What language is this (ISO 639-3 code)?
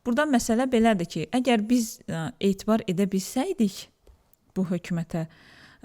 aze